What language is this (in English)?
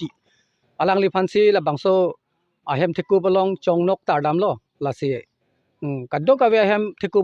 Karbi